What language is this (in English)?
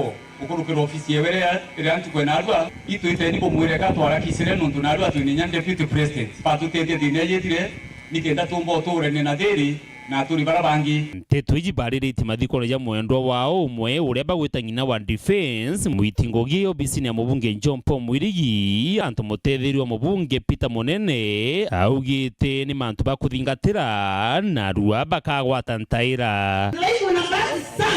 Meru